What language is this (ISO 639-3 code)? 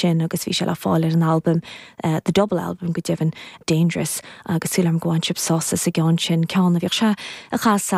gle